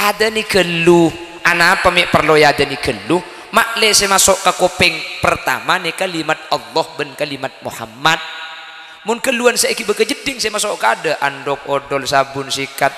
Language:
Madurese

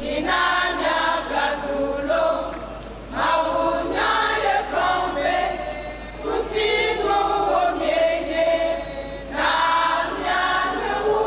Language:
Ewe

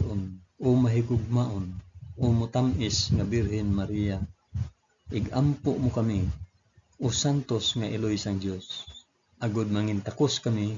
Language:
Hiligaynon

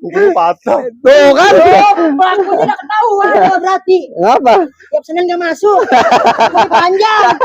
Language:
Betawi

